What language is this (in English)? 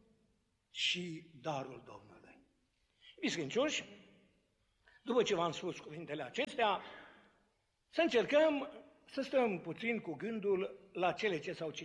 Romanian